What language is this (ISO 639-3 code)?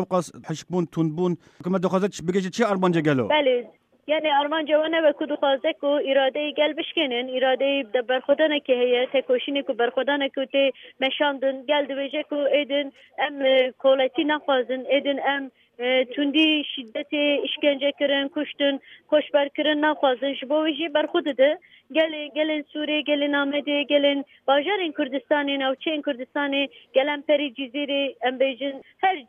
kur